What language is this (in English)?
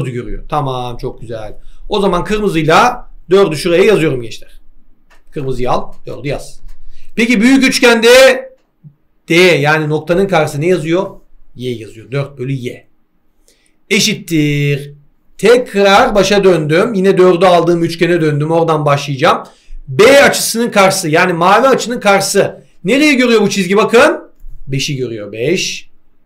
Turkish